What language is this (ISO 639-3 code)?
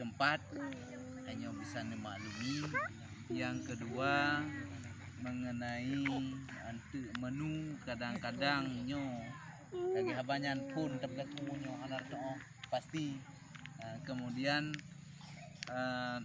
ace